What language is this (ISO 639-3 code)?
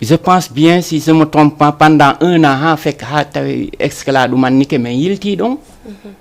ful